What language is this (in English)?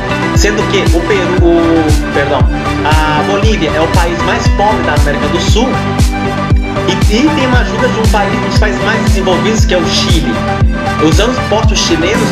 Portuguese